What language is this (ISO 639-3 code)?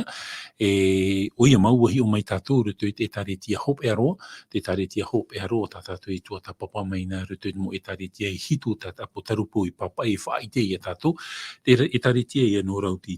tah